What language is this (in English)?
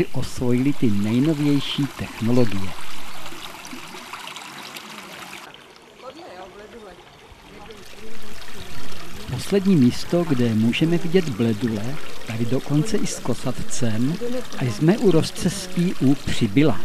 Czech